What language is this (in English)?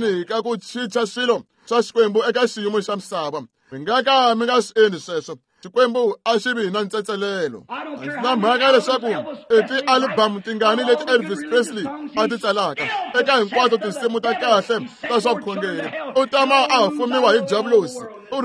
Tsonga